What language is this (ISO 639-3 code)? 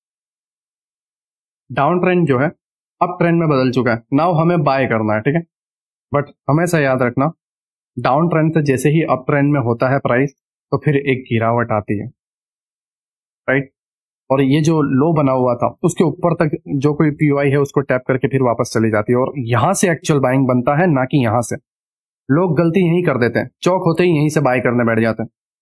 hin